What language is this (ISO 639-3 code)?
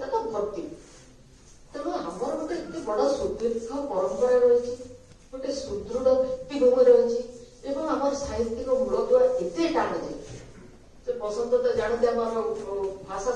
ori